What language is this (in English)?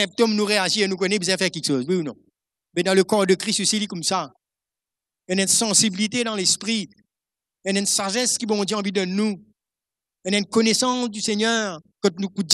Morisyen